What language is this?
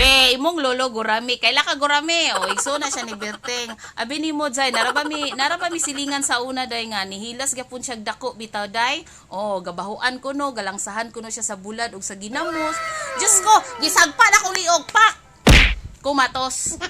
Cebuano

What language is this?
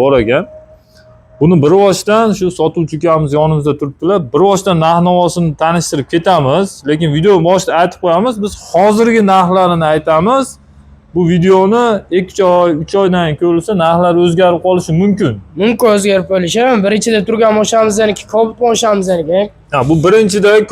Uzbek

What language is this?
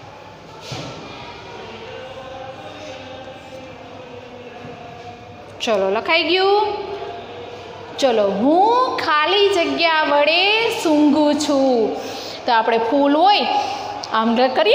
Gujarati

